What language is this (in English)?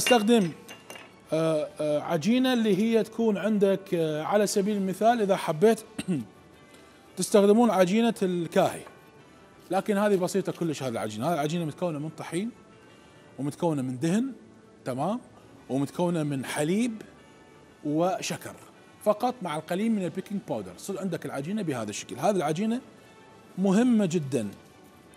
Mesopotamian Arabic